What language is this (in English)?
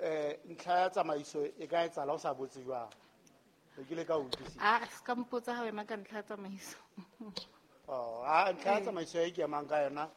Southern Sotho